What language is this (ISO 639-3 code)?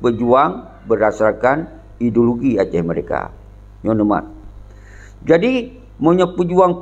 ace